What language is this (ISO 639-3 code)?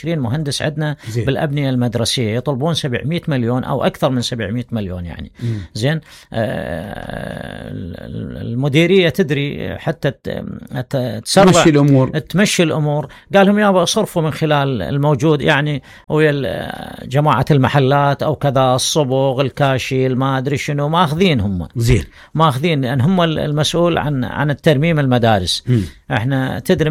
acm